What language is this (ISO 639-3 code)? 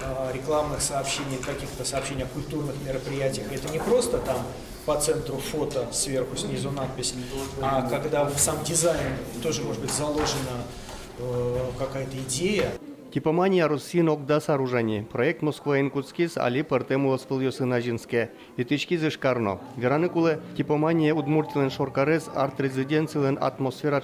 udm